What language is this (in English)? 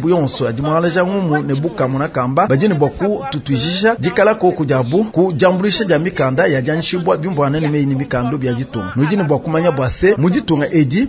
Luba-Lulua